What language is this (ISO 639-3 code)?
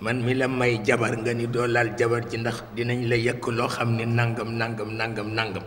wol